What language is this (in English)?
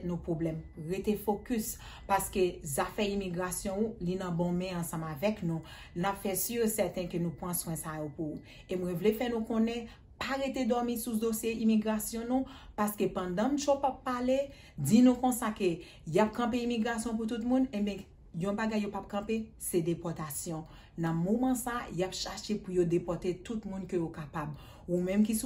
Haitian Creole